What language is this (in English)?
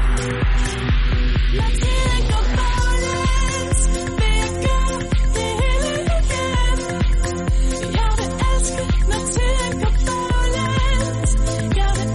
Danish